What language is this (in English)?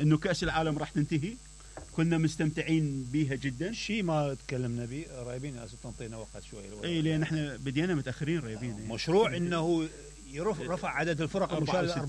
Mesopotamian Arabic